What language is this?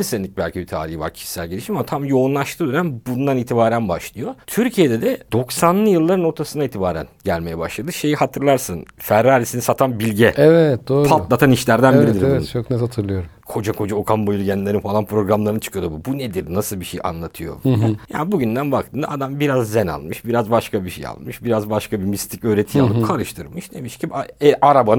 Turkish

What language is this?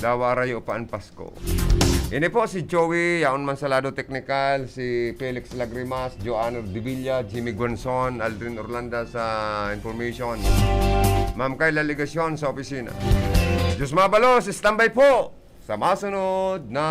Bikol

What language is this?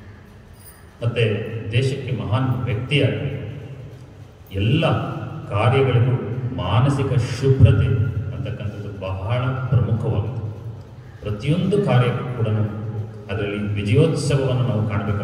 Kannada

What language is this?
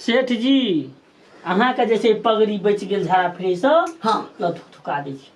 Maithili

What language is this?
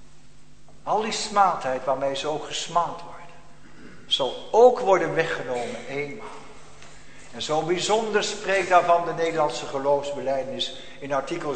Dutch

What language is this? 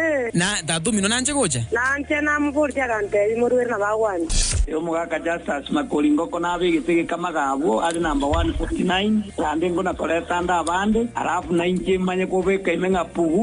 Gusii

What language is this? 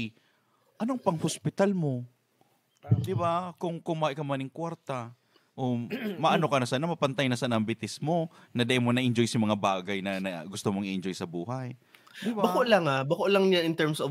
Bikol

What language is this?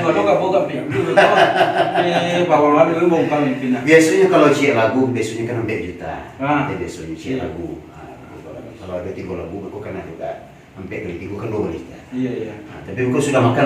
Minangkabau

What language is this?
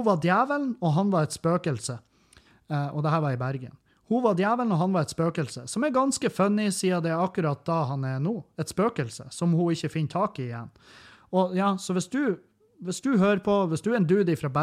Norwegian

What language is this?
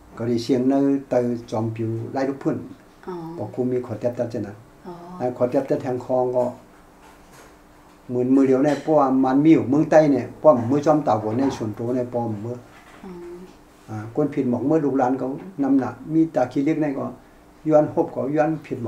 Thai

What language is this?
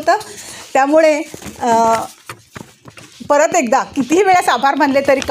Marathi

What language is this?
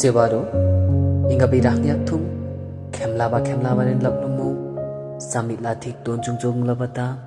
Limbu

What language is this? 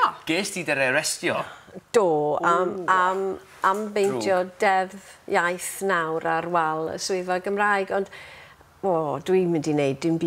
Welsh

